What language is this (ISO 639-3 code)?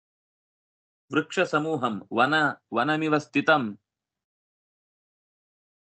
kan